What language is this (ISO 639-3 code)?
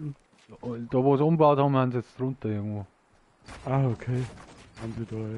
bar